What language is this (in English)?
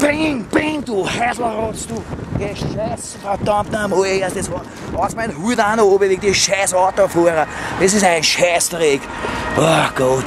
Bavarian